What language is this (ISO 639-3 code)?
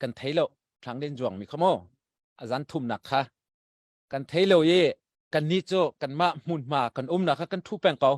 cnh